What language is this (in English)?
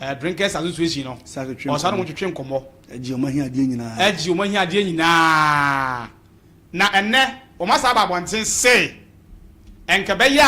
Akan